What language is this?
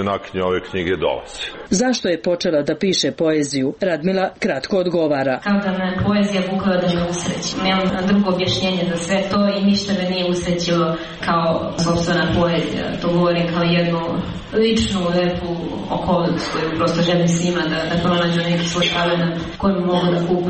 Serbian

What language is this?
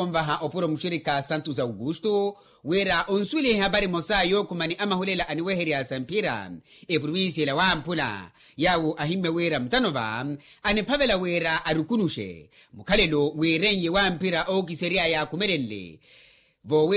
Makhuwa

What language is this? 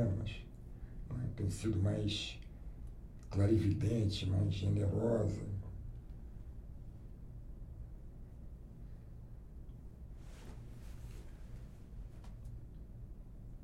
Portuguese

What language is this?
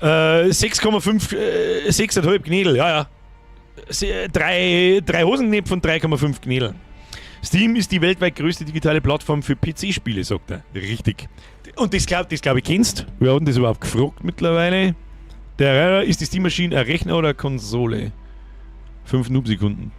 Bavarian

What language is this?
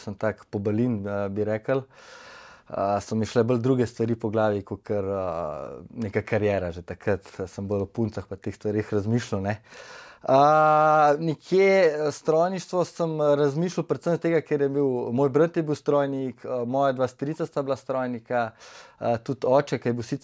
Slovenian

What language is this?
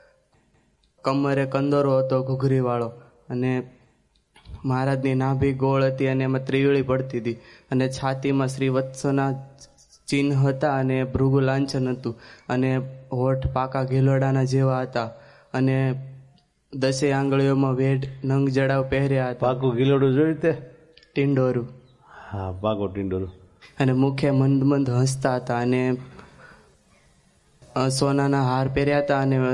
Gujarati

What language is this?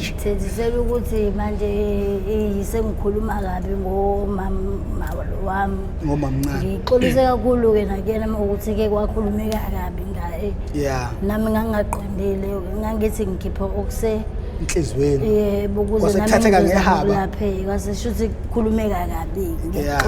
Zulu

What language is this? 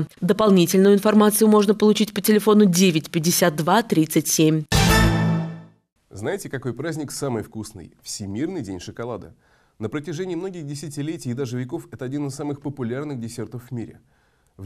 Russian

